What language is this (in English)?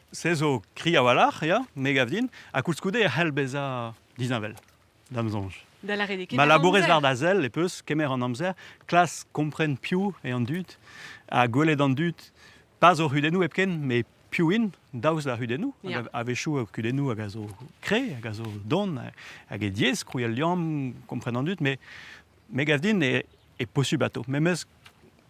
Breton